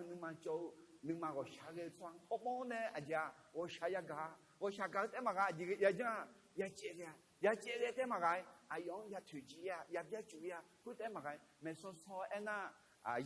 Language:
Akha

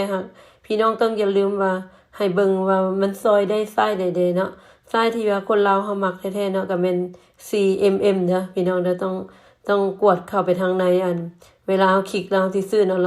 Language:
Lao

